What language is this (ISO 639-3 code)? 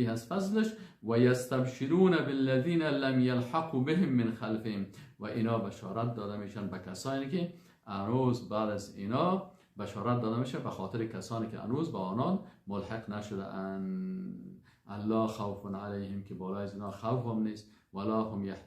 fas